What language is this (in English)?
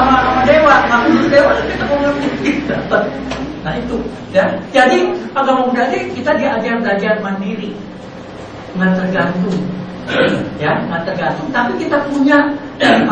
Indonesian